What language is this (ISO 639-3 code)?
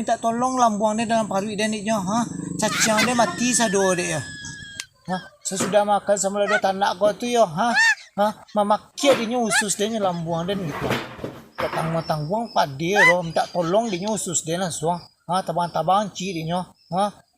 min